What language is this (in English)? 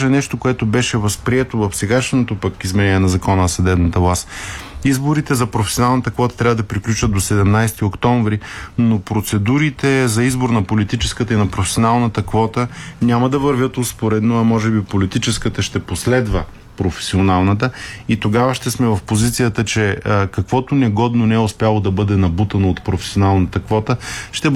Bulgarian